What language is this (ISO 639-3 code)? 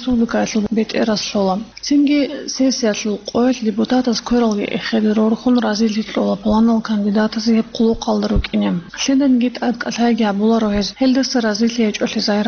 ava